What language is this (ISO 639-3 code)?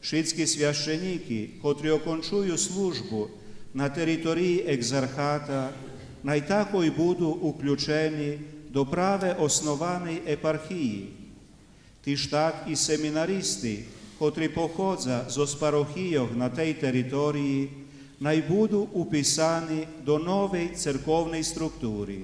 rue